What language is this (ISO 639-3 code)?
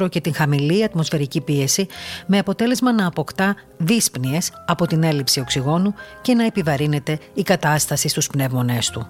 ell